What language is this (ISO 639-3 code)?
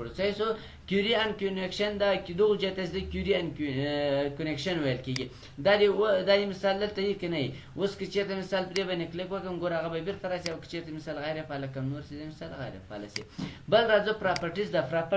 pus